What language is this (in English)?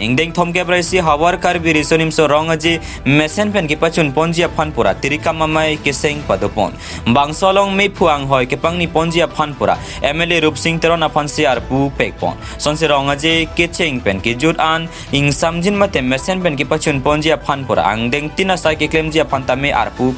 Karbi